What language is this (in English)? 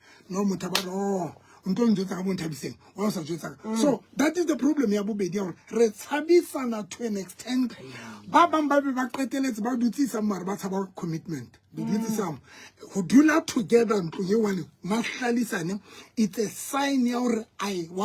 Southern Sotho